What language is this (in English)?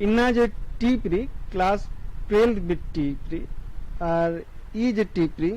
Kurukh